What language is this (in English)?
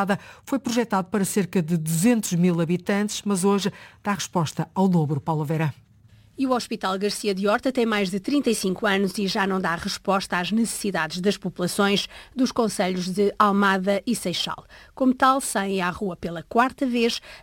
Portuguese